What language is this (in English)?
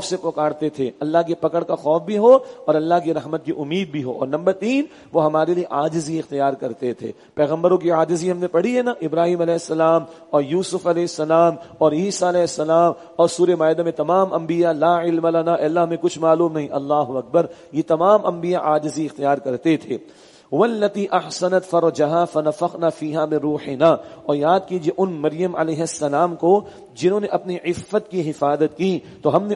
Urdu